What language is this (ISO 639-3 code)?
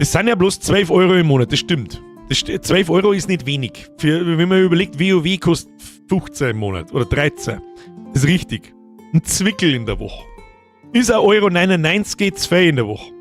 bar